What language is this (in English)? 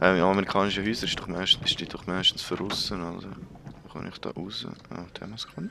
Swiss German